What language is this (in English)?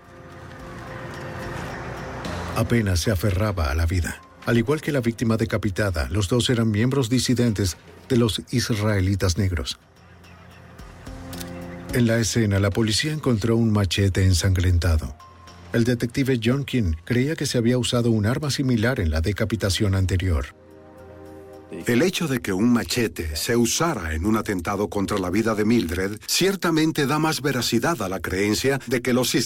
Spanish